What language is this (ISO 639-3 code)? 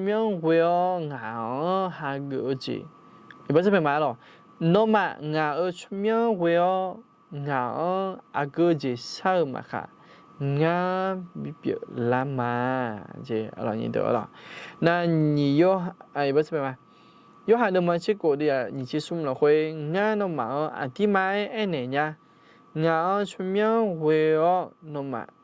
ahk